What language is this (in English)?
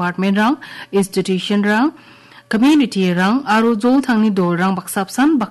Garo